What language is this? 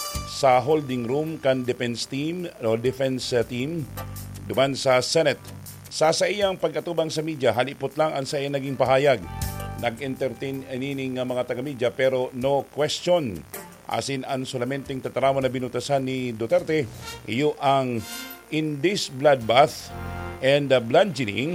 Bikol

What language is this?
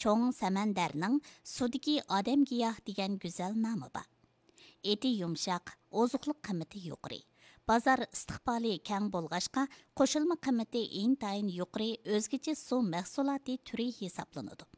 Uyghur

